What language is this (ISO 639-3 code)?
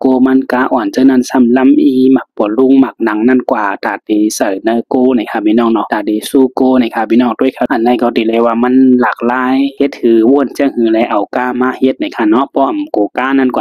shn